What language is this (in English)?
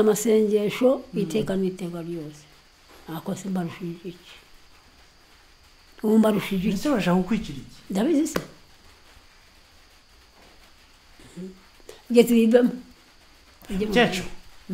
Kinyarwanda